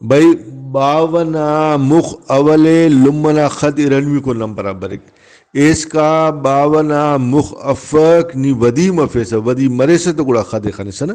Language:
Brahui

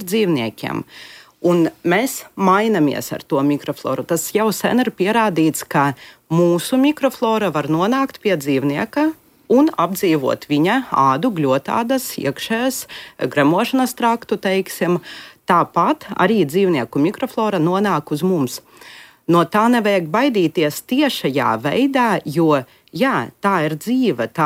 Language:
Latvian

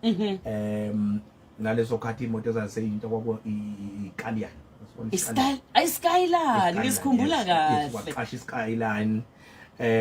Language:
Zulu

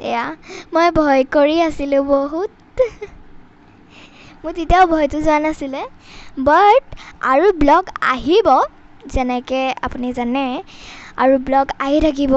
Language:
Assamese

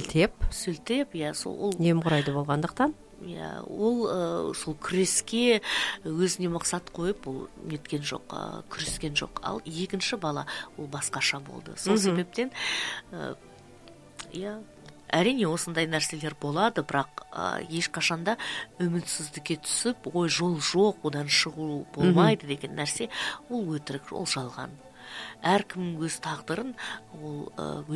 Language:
Kazakh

